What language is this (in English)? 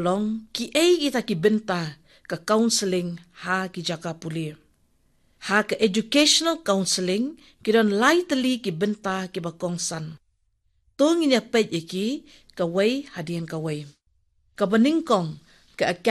Khasi